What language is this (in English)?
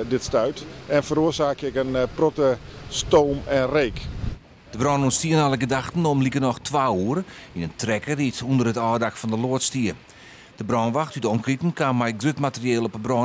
Western Frisian